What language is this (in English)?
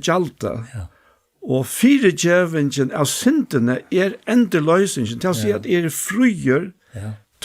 Faroese